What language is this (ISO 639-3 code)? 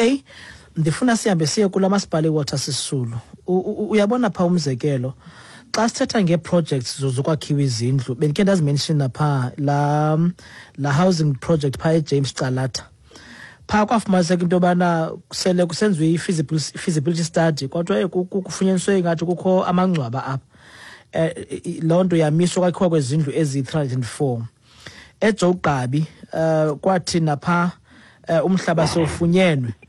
xho